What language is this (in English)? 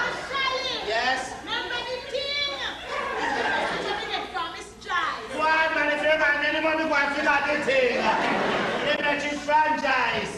Jamaican Creole English